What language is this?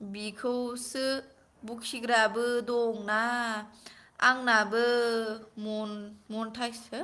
Bodo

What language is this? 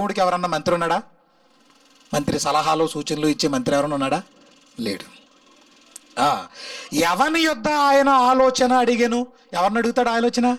Telugu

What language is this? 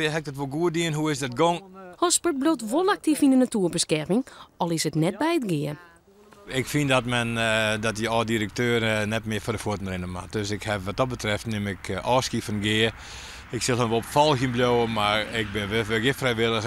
Western Frisian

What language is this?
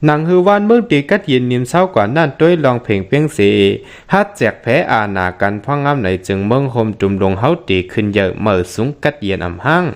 Shan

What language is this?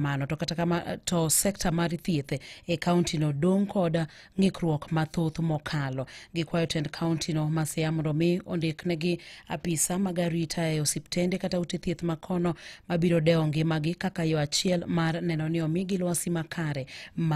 Luo (Kenya and Tanzania)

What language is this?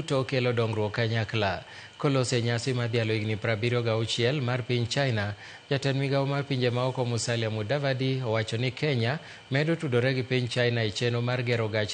Luo (Kenya and Tanzania)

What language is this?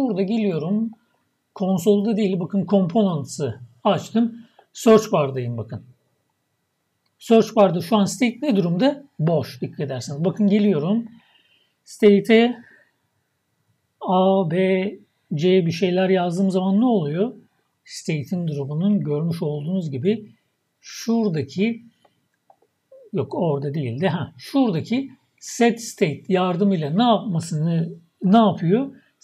Turkish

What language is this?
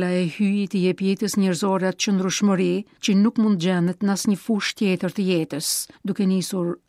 Albanian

